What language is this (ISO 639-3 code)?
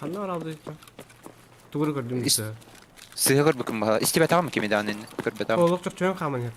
sah